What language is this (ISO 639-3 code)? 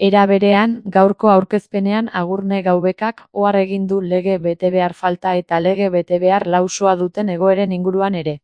eus